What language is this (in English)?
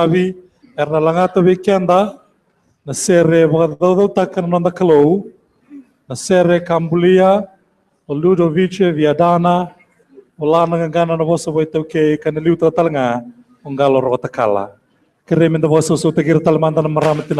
Fijian